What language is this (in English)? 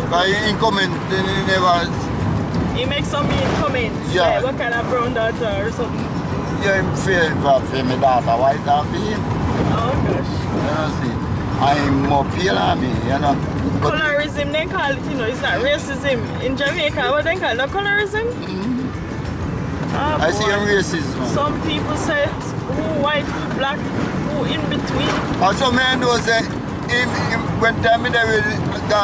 Jamaican Creole English